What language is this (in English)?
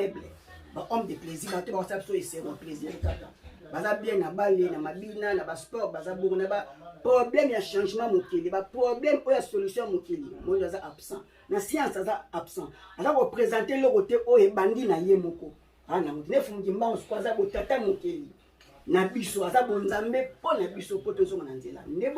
Lingala